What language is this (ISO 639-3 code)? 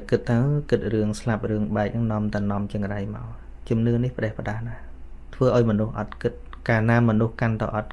khm